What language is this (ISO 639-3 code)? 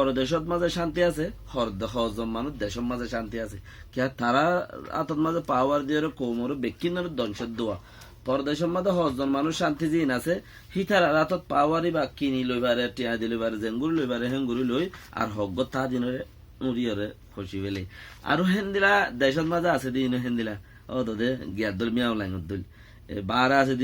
rhg